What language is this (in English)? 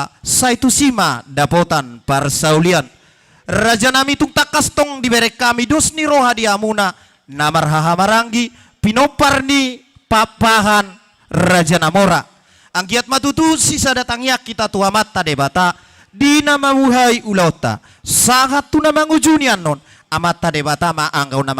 Batak Toba